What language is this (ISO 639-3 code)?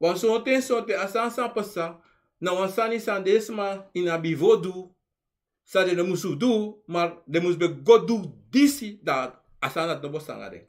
srn